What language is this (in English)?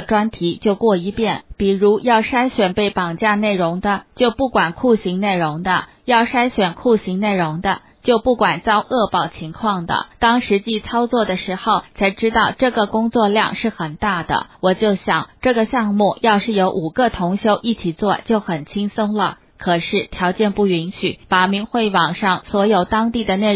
Chinese